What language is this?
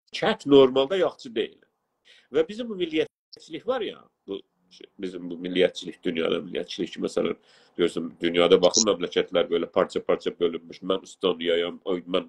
South Azerbaijani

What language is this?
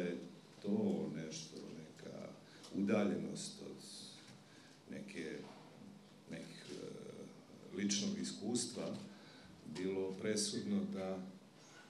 Serbian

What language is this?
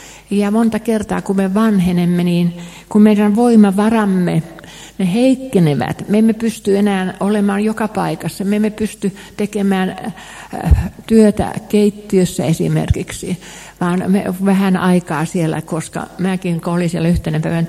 Finnish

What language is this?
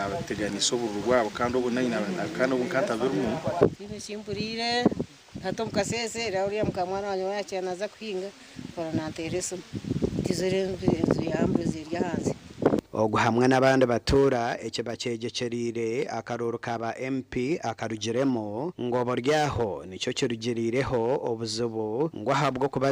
Nyankole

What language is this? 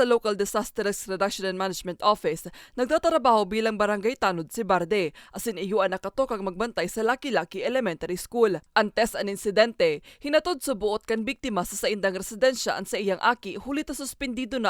Bikol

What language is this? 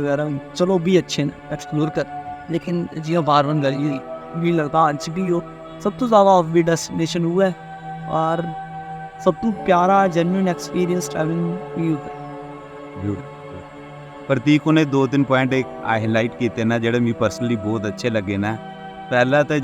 Dogri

